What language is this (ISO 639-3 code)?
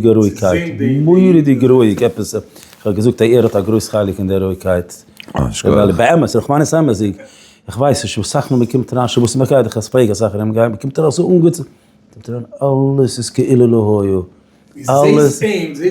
yid